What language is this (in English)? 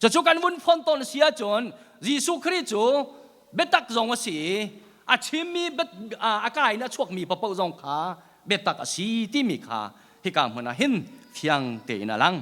Hakha Chin